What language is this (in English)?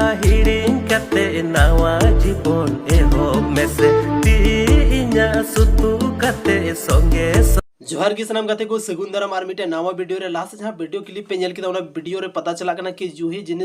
Santali